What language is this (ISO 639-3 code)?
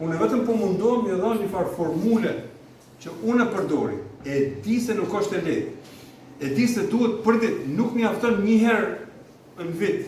sqi